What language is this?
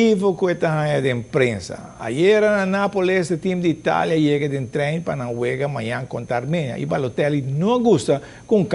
Papiamento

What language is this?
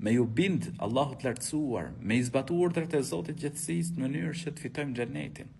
Albanian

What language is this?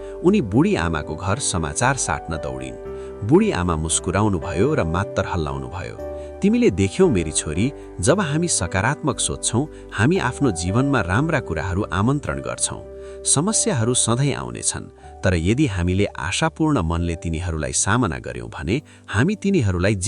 Nepali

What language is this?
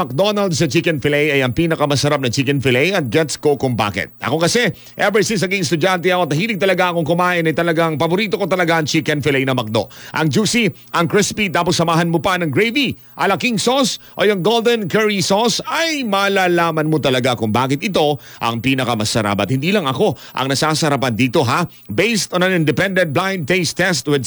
Filipino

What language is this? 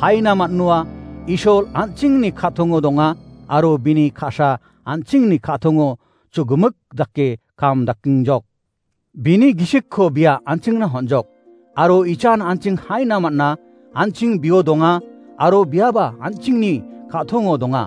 Garo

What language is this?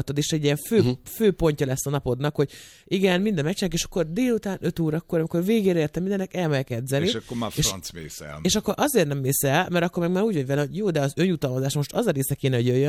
Hungarian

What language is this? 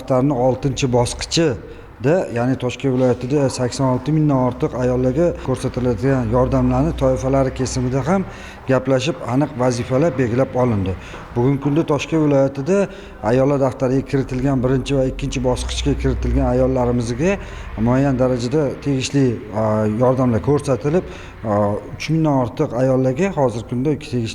Uzbek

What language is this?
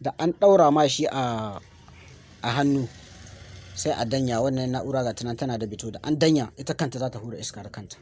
Hausa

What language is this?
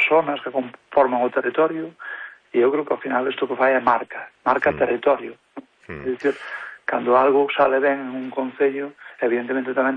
Galician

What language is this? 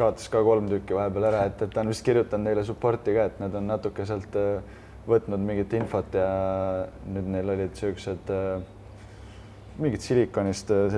Estonian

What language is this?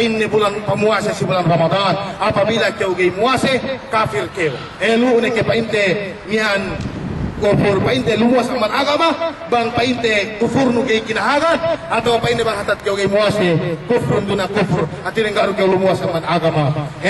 Yakan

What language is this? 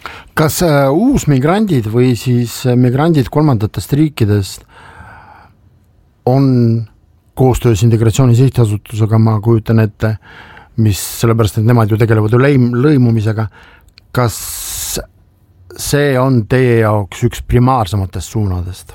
Estonian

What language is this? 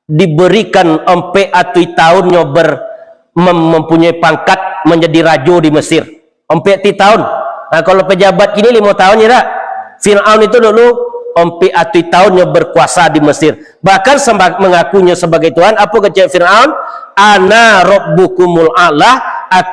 Minangkabau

